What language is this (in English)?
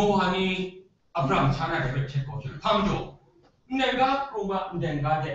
Kachin